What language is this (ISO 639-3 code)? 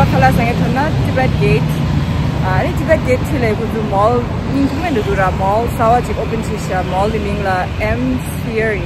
bod